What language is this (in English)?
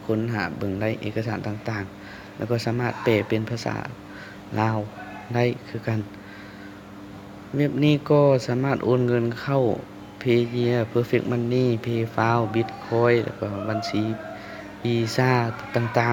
Lao